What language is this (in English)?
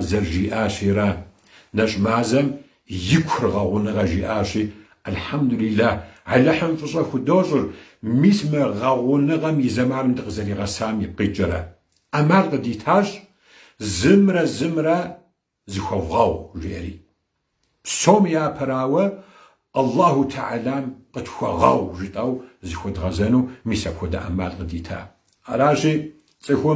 Kabardian